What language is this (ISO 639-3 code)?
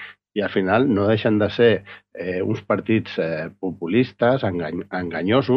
cat